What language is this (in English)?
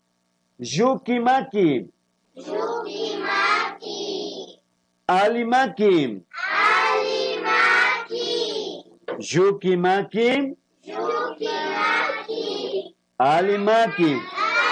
Imbabura Highland Quichua